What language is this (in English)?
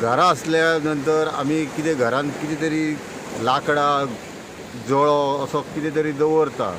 Konkani